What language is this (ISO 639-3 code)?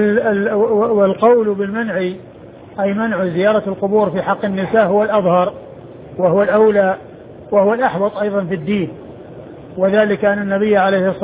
ara